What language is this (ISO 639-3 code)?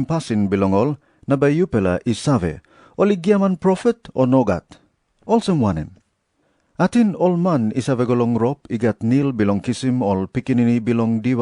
tpi